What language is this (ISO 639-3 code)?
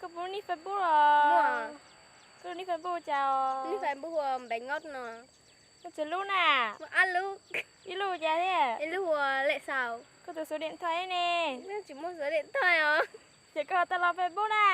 hmn